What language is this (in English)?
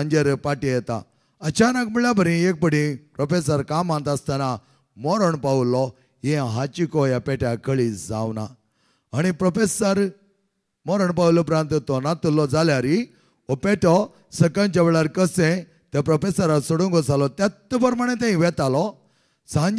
Konkani